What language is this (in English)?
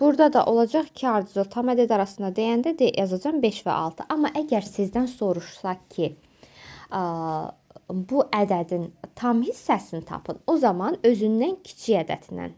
Azerbaijani